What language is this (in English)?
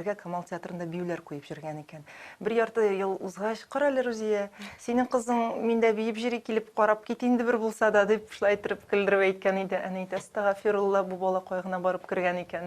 Tatar